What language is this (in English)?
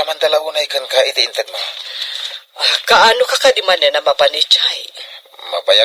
Iloko